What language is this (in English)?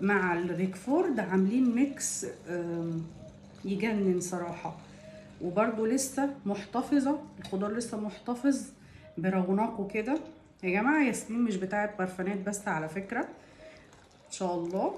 Egyptian Arabic